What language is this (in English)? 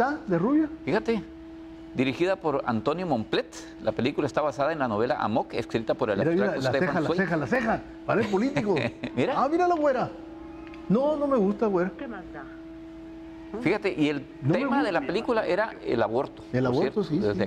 Spanish